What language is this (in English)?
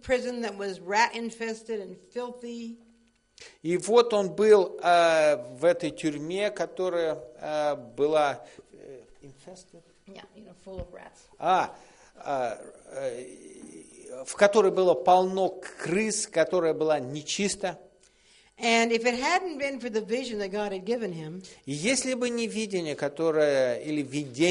Russian